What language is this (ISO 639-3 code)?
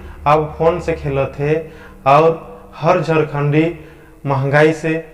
sck